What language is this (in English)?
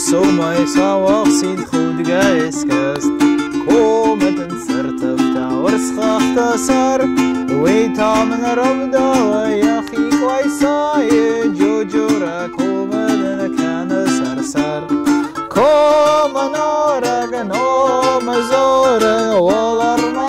Ossetic